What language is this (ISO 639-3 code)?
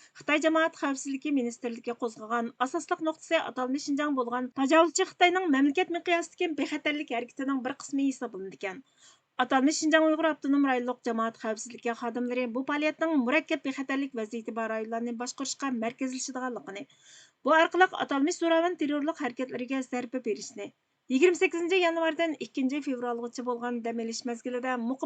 uig